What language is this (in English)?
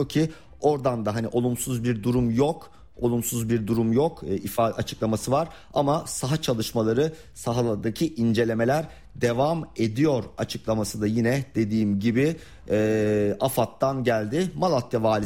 Turkish